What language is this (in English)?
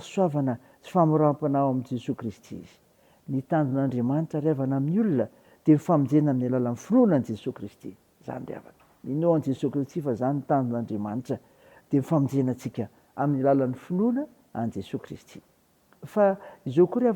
Malagasy